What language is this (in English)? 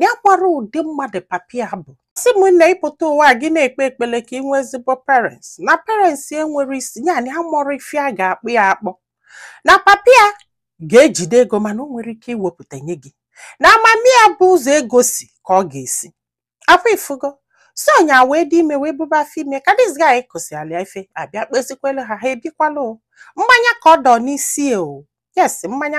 Igbo